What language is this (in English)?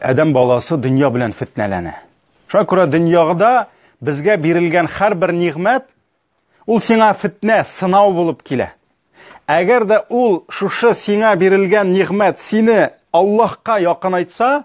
Tatar